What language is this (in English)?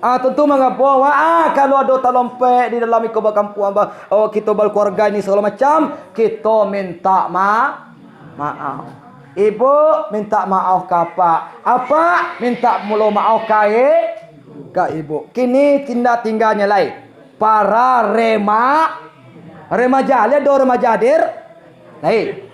Minangkabau